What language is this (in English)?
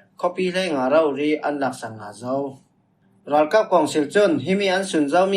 Falam Chin